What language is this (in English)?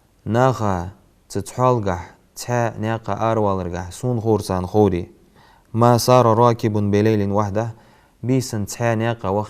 Ingush